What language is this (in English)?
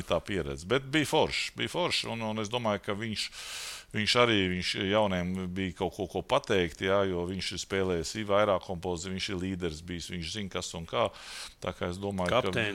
Latvian